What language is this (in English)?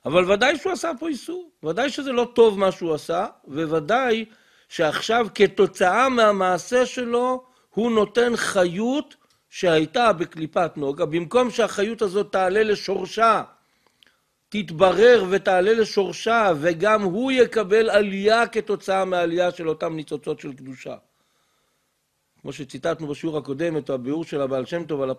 Hebrew